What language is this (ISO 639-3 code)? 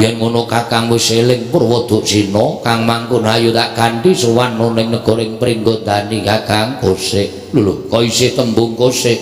jav